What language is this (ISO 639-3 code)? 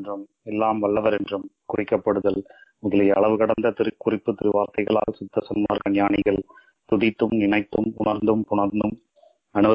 tam